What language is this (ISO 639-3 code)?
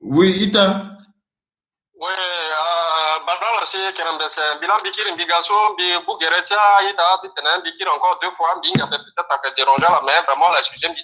sag